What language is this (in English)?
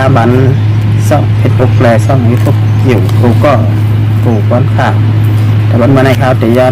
Shan